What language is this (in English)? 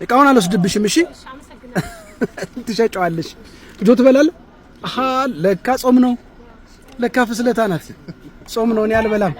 Amharic